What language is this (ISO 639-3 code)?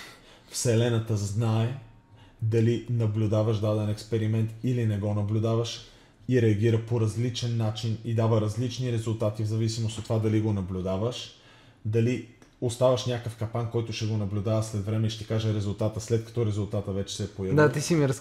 bul